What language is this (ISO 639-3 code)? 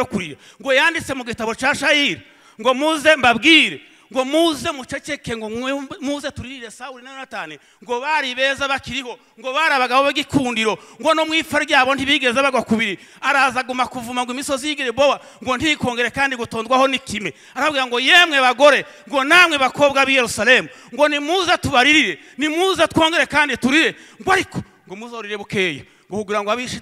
run